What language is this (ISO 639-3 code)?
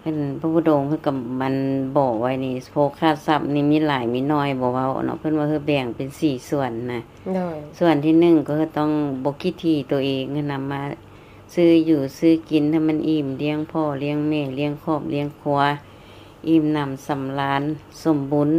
lao